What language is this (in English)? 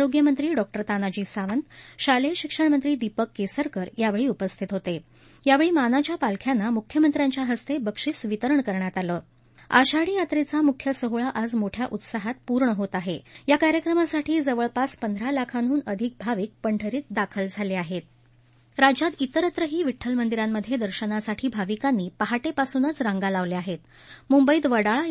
Marathi